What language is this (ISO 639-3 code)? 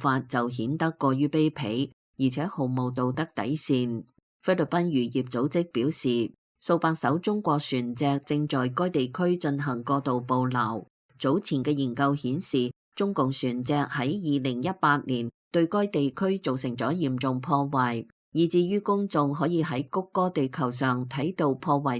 yue